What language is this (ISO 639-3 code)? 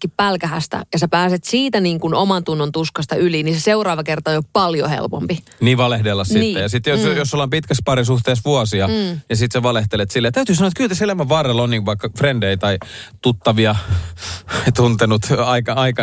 fin